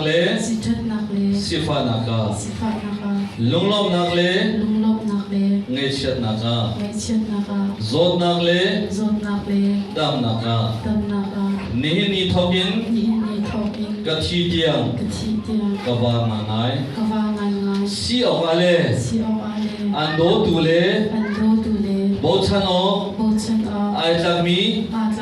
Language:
Hakha Chin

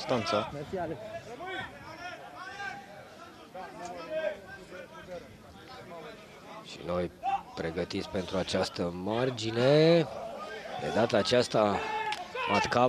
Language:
Romanian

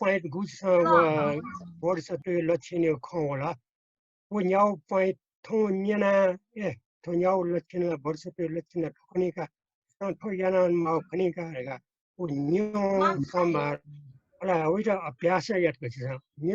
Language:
Newari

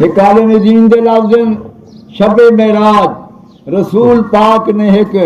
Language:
Saraiki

